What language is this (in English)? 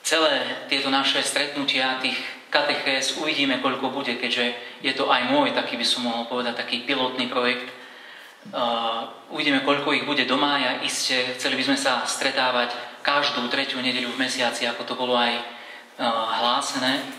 Slovak